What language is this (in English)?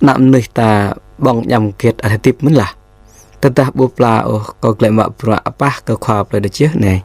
Jarai